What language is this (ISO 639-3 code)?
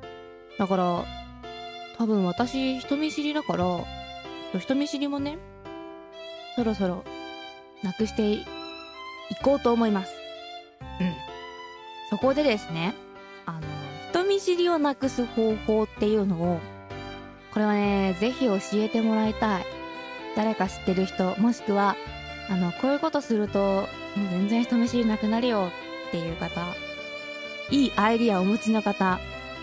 jpn